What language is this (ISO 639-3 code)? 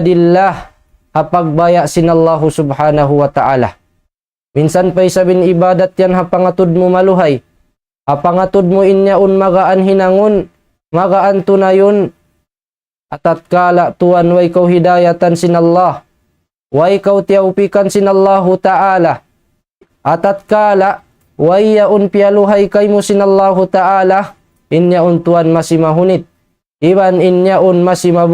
tsg